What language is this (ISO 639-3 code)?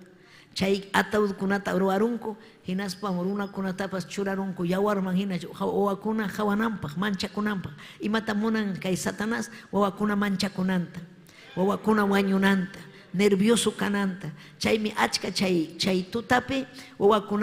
quy